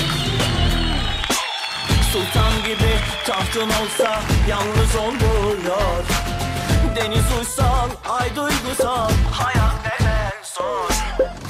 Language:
Turkish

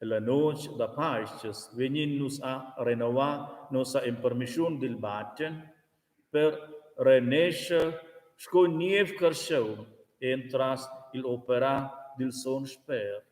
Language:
Romansh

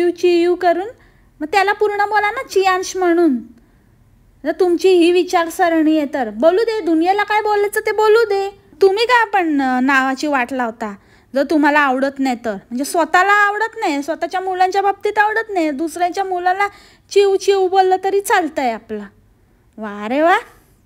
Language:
Marathi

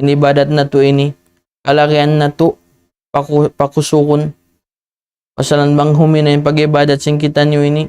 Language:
Tausug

